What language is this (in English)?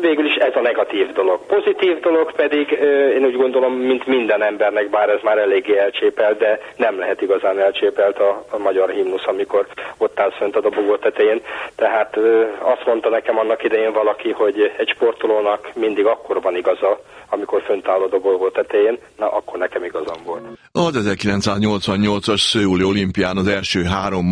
Hungarian